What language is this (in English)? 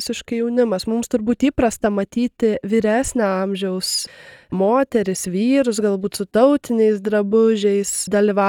Lithuanian